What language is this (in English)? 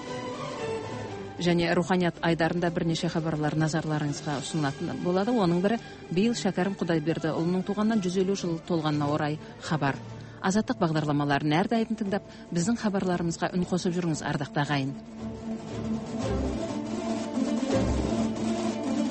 Kazakh